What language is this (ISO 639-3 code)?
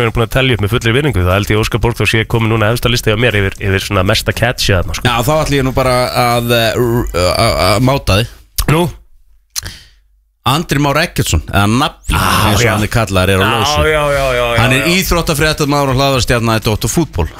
isl